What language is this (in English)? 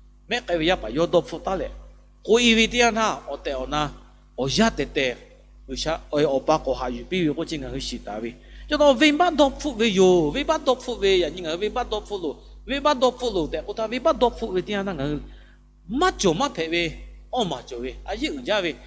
Lahu